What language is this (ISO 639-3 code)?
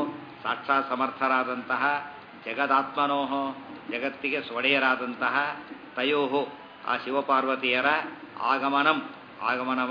kan